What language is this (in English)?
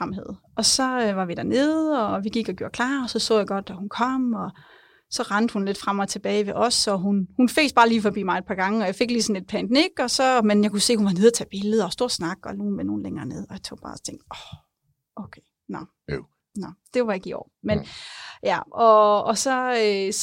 Danish